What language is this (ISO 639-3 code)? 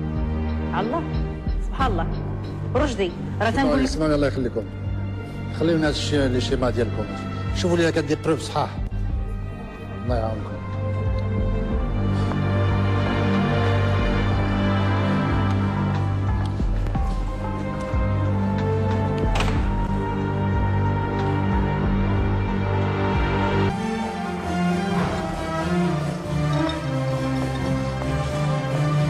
ary